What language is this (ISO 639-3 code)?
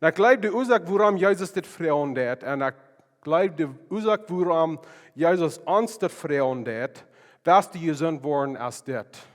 pdt